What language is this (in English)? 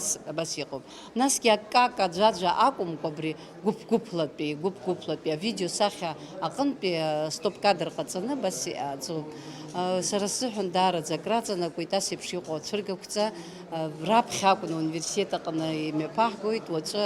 Abkhazian